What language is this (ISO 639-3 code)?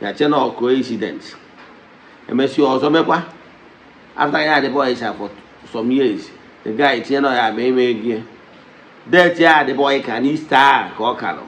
ibo